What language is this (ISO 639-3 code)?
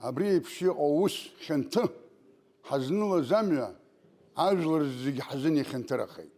abk